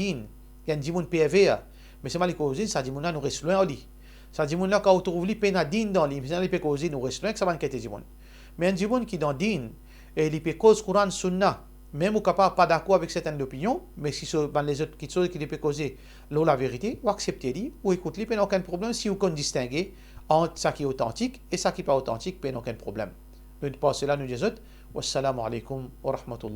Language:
Morisyen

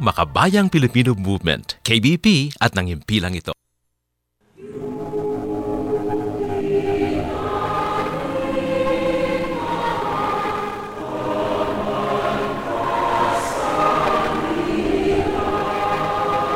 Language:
Filipino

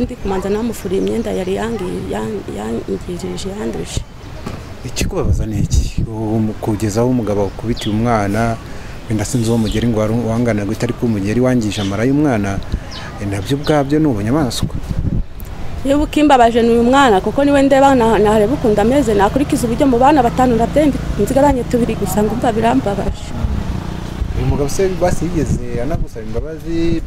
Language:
Kinyarwanda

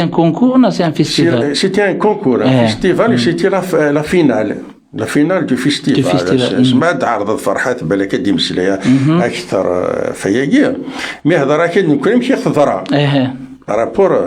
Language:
Kabyle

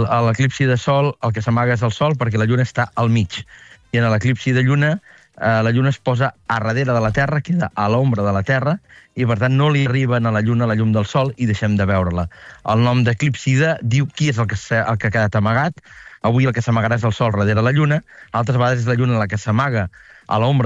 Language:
Catalan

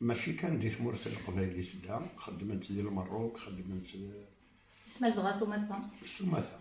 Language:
Kabyle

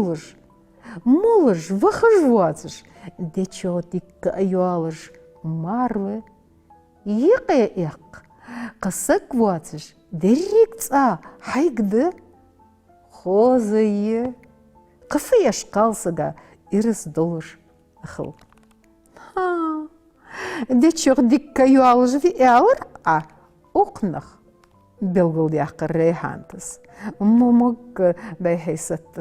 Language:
Ingush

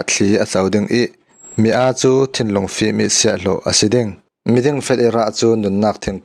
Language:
Falam Chin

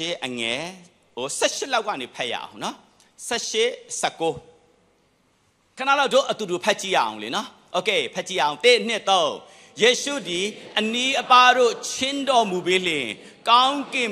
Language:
Burmese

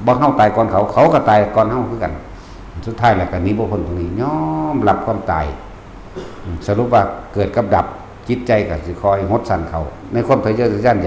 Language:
Northeastern Thai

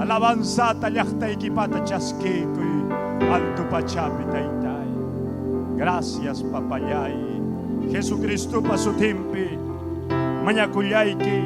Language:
Ayacucho Quechua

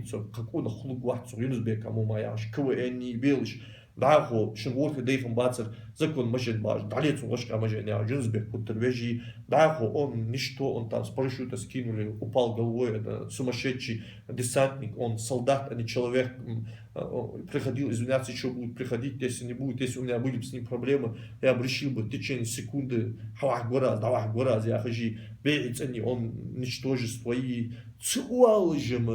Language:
Ingush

